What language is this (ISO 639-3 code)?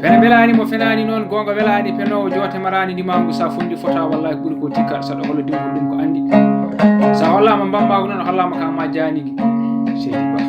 ful